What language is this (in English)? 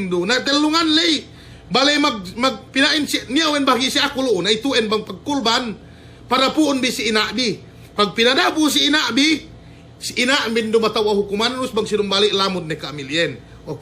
Yakan